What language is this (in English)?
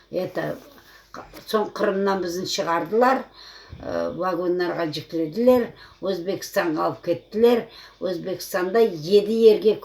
Crimean Tatar